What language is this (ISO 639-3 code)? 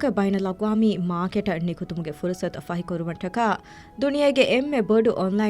div